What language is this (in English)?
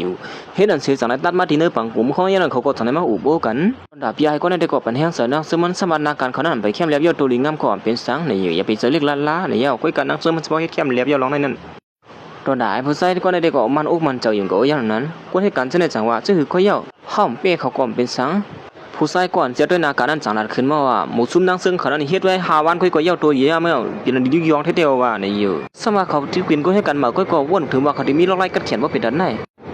Shan